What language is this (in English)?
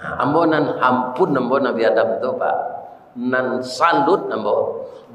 Minangkabau